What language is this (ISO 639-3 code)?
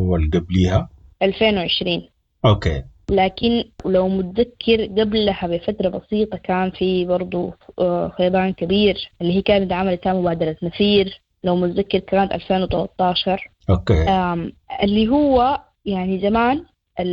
apd